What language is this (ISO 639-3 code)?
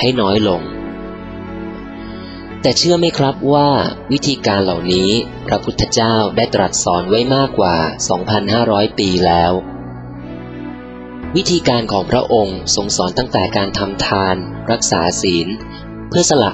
tha